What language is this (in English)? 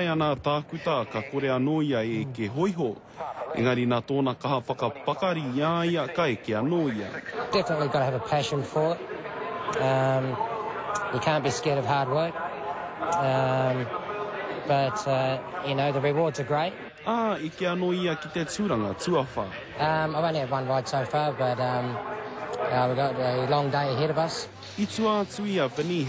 Māori